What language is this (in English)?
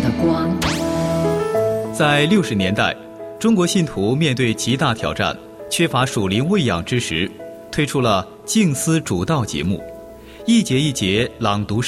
Chinese